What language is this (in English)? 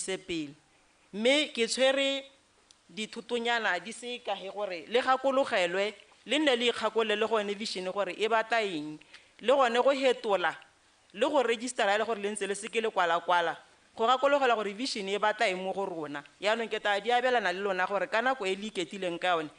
Tswana